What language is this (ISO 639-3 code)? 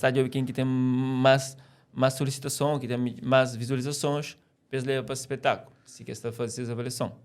kea